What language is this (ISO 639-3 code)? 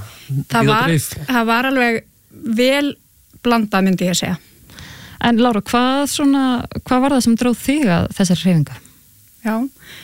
isl